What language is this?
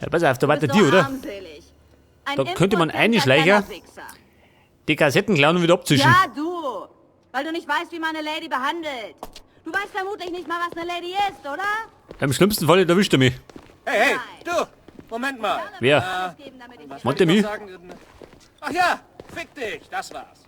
Bavarian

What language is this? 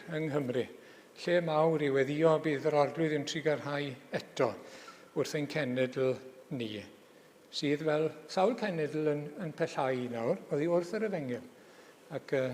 Welsh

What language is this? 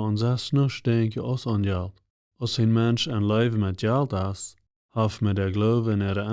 Plautdietsch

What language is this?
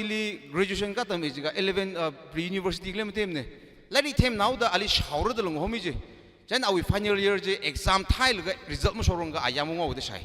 Tangkhul Naga (India)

